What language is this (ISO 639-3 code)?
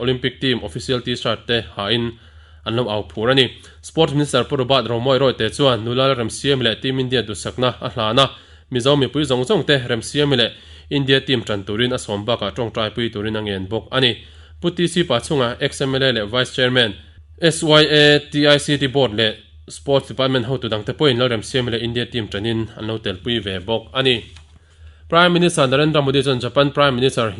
lus